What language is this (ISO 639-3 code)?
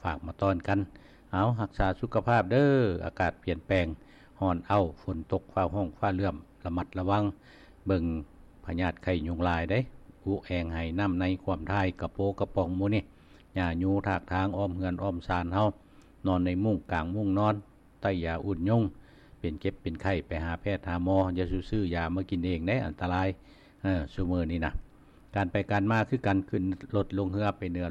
lao